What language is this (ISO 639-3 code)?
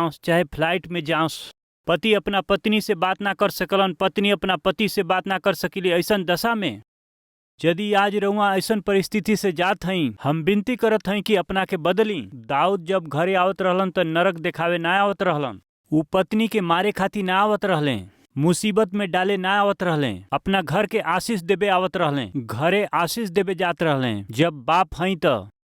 bho